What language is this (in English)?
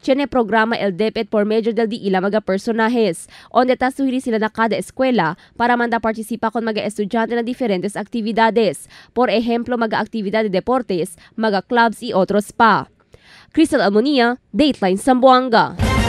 Chavacano